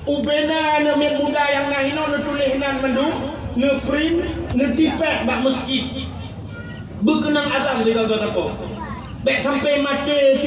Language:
Achinese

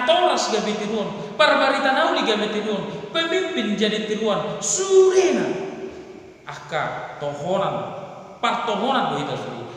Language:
Batak Toba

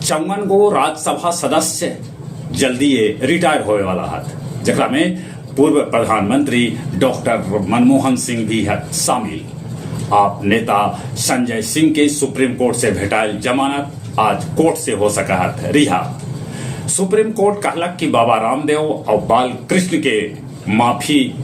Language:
Magahi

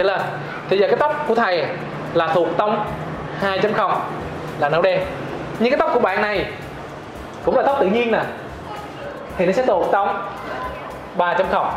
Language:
Vietnamese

